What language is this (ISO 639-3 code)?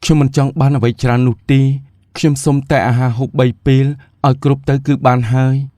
khm